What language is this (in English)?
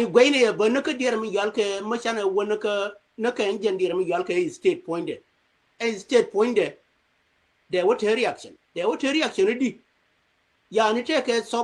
Nuer